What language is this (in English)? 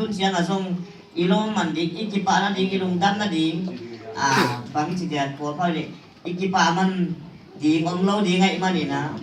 Tedim Chin